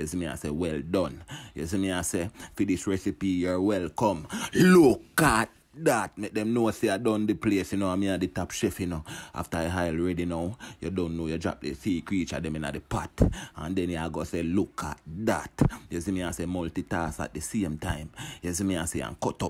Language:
Jamaican Creole English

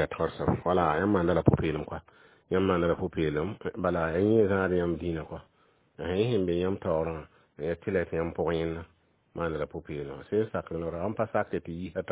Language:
Mossi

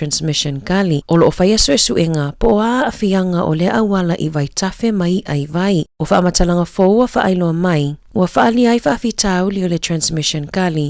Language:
Samoan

